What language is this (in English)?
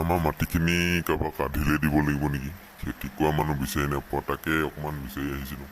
Assamese